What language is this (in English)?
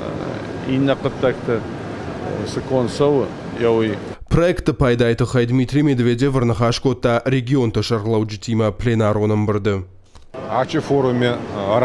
Ossetic